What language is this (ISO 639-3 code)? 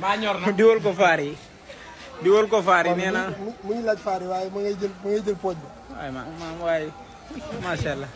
wol